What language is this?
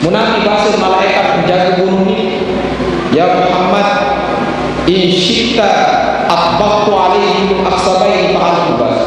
Sasak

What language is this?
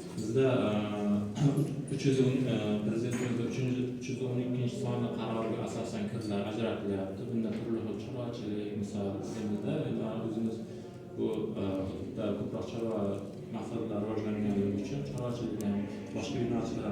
Uzbek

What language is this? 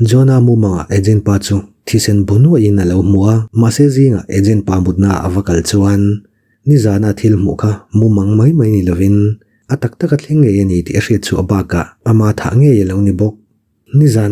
Mizo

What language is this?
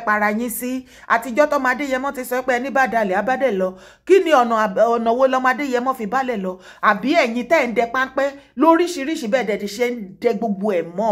Yoruba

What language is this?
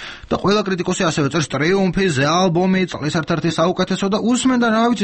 Georgian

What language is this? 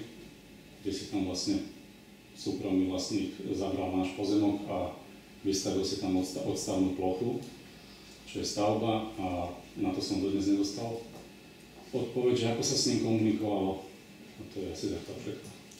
Slovak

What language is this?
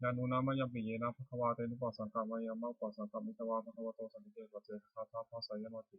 Pali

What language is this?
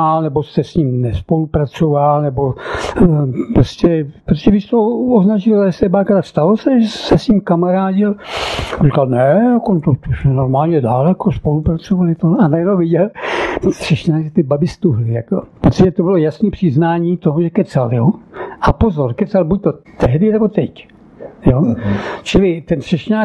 Czech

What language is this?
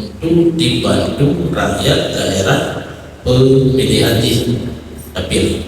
Achinese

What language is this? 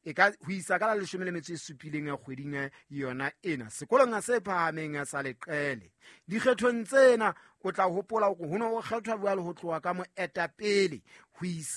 Southern Sotho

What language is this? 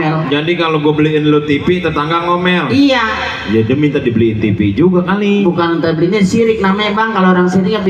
Betawi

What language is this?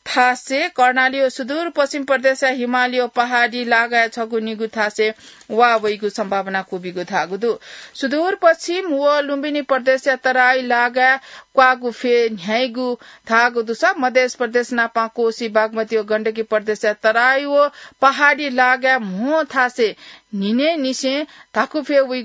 Newari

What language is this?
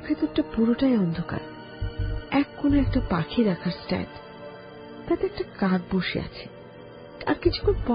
Bangla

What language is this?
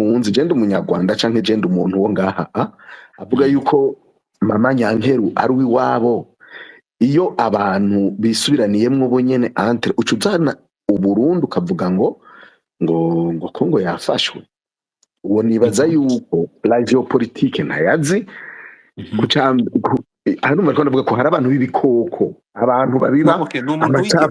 Rundi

